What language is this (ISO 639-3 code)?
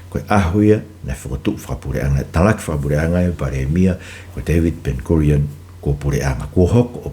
ton